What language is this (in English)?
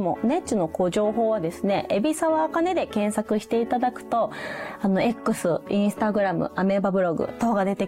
Japanese